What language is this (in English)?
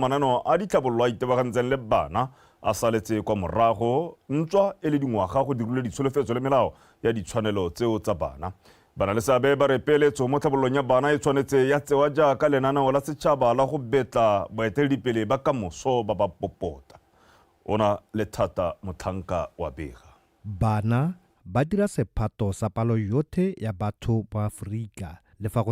Tswana